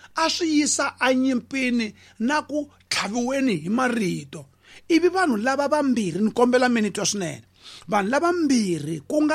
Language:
Tsonga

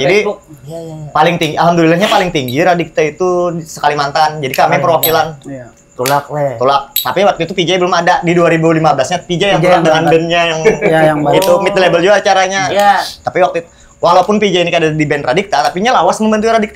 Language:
Banjar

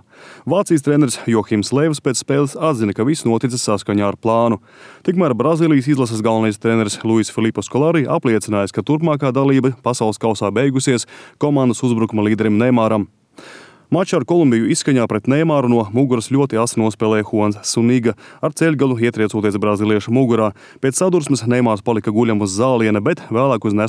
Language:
Latvian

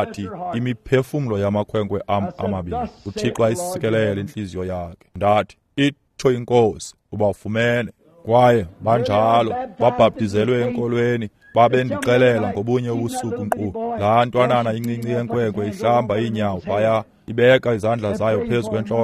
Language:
Xhosa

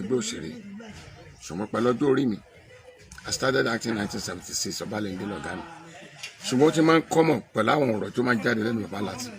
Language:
Yoruba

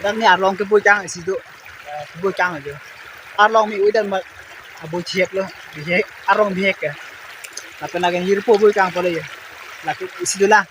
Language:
Karbi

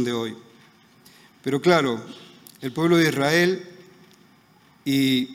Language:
Spanish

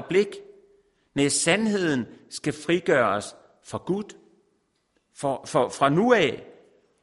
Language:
Danish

